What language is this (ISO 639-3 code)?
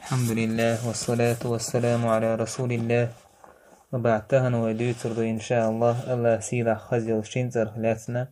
che